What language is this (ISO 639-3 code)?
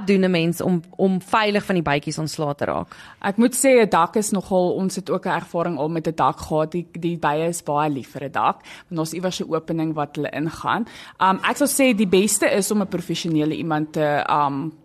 afr